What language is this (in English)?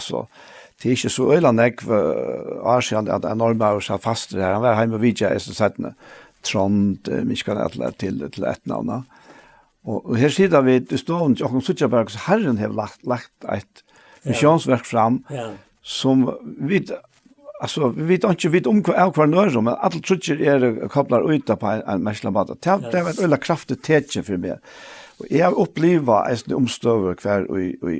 Faroese